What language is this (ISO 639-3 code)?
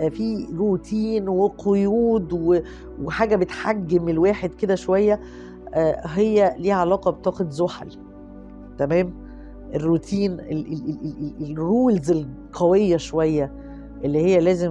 arz